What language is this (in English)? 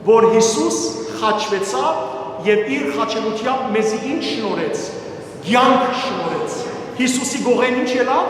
Western Armenian